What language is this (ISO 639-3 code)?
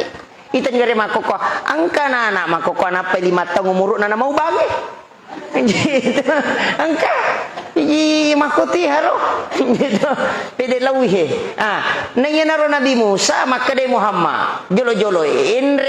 bug